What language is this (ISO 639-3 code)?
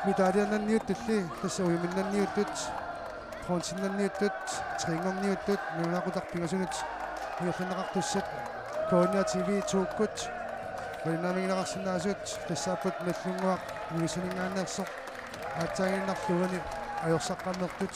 kal